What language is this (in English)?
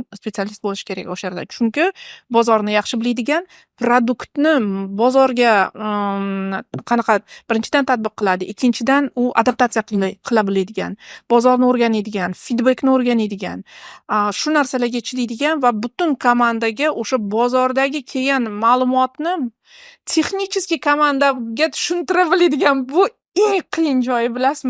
Uzbek